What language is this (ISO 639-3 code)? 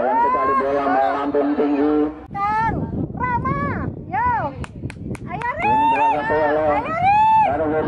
ind